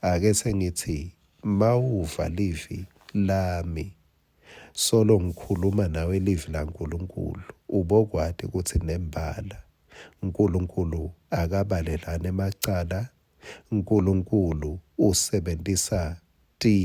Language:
Swati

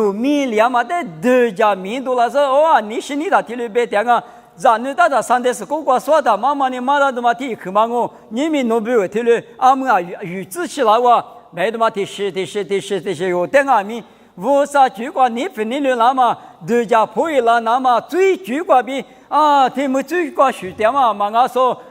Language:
Lisu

